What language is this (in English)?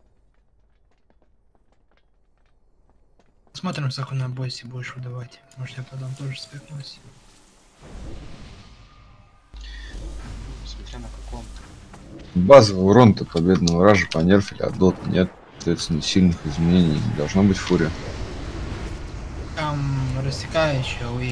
Russian